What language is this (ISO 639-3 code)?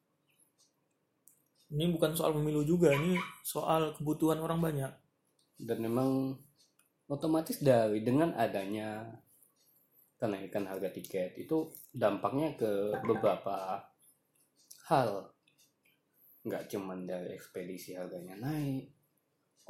ind